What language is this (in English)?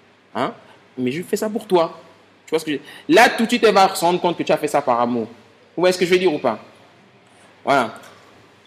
French